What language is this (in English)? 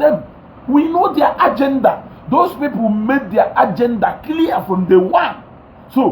Igbo